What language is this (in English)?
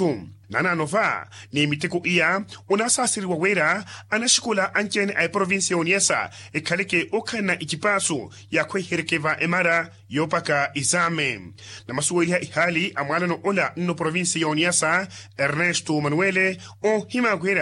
Makhuwa